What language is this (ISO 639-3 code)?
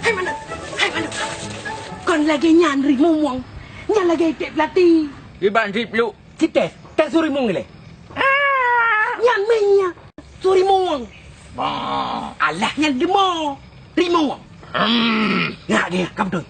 ace